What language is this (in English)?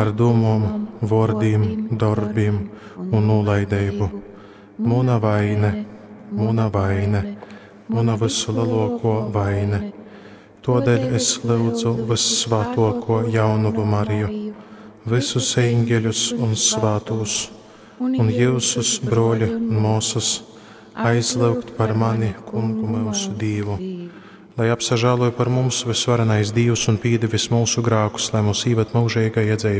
Latgalian